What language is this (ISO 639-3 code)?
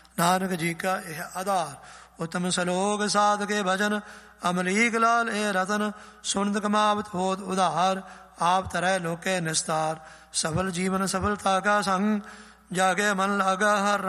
pan